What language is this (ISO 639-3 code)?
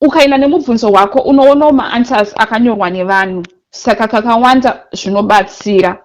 sna